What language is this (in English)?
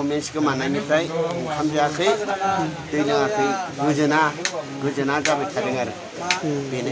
Bodo